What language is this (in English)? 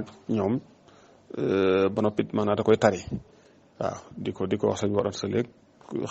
Wolof